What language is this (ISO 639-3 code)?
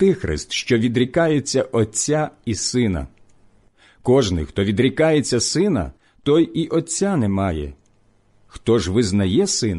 ukr